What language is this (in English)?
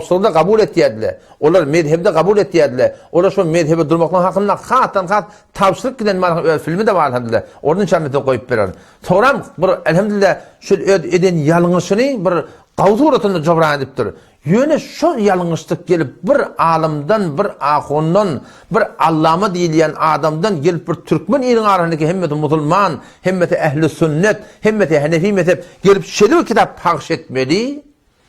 Turkmen